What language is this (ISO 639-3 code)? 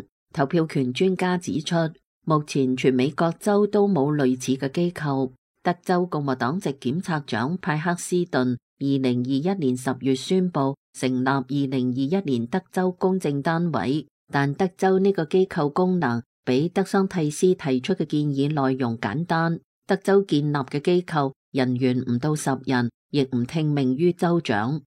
yue